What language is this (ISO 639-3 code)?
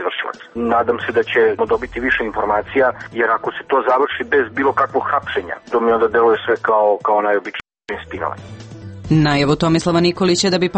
srp